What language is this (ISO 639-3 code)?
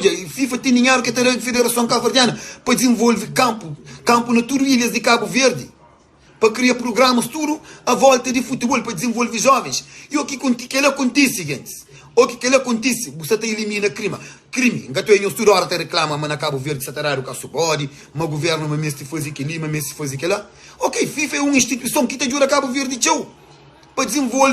kea